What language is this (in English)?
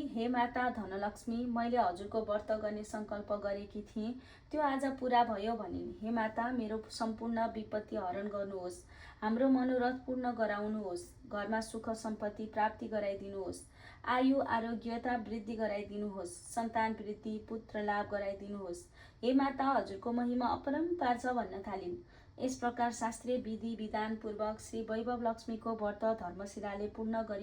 Nepali